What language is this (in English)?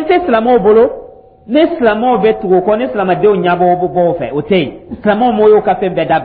Dyula